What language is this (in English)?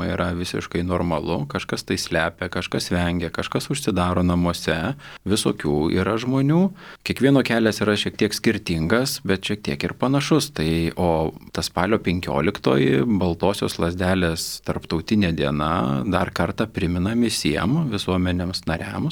Lithuanian